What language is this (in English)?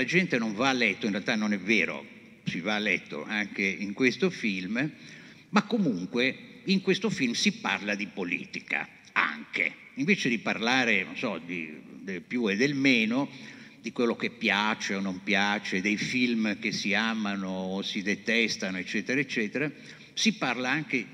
Italian